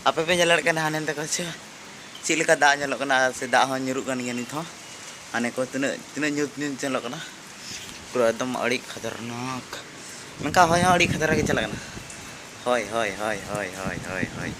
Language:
Santali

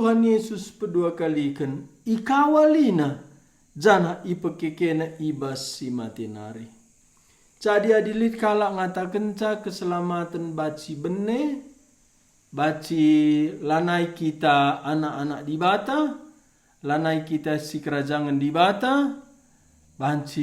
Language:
Batak Karo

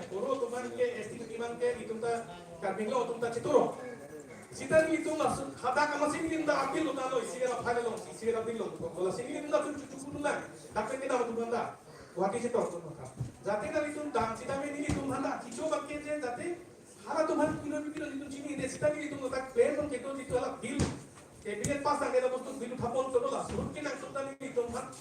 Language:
Karbi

